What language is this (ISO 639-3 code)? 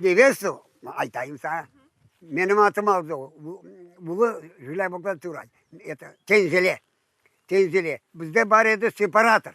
crh